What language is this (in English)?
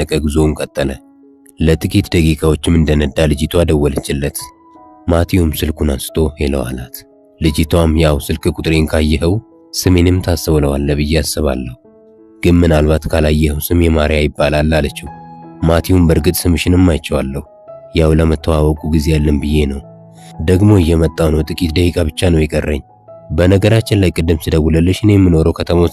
Amharic